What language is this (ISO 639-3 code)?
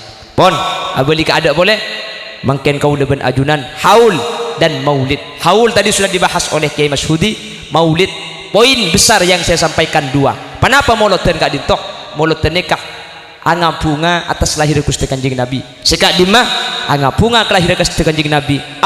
mad